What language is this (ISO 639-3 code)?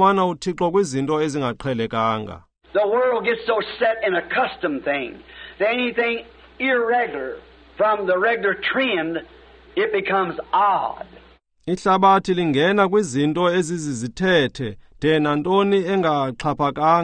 xho